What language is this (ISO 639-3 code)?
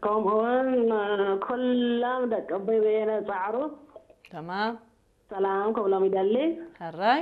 tir